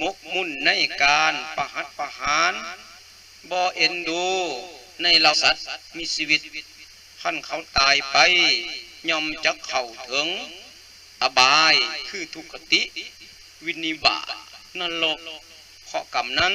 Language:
Lao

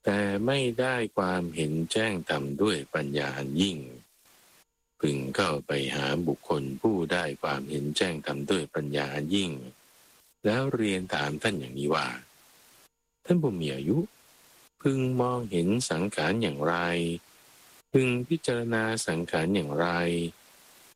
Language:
Thai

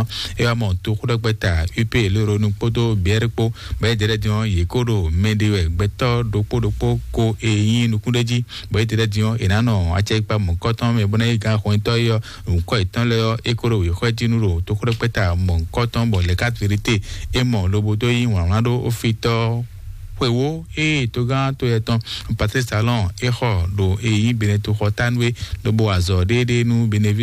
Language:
Fon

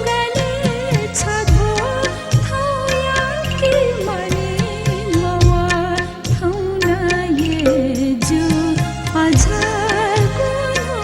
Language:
Newari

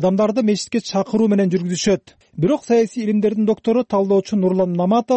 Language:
Kyrgyz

